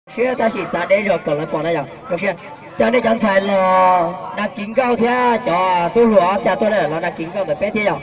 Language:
Hmong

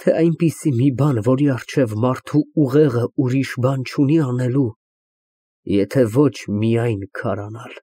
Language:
Armenian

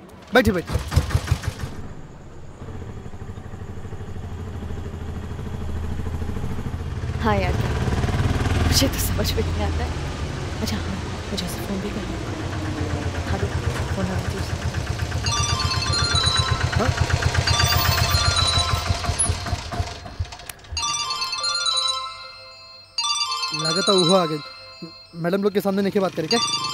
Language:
Bhojpuri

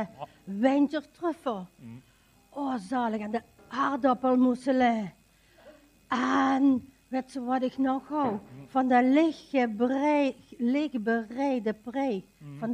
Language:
Limburgish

